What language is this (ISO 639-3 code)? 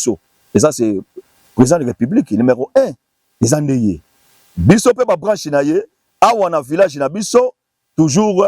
lin